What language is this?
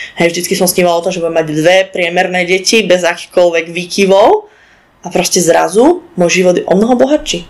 Slovak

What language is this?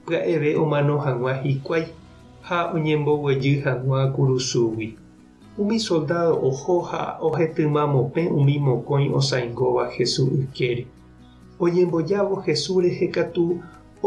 Guarani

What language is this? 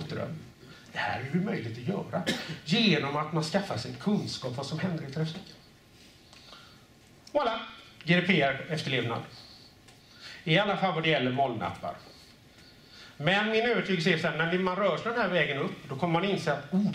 Swedish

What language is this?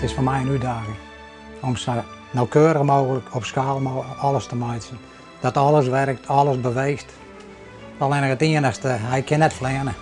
Western Frisian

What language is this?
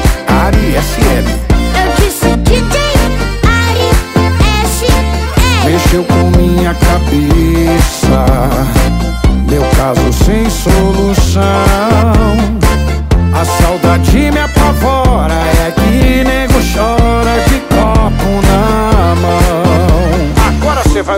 Portuguese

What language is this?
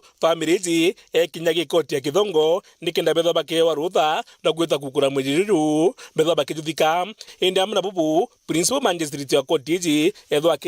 Meru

